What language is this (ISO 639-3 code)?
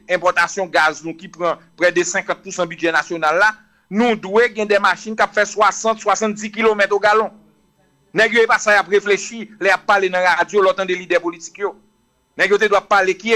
hat